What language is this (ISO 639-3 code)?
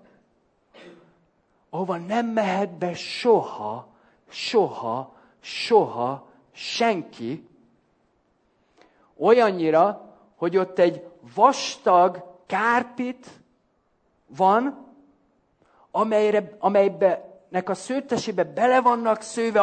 hun